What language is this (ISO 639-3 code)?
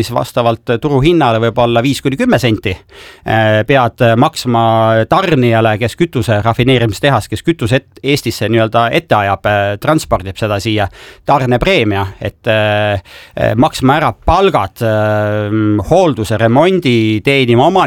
est